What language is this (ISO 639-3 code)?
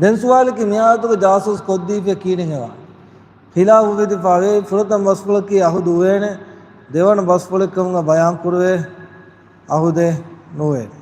div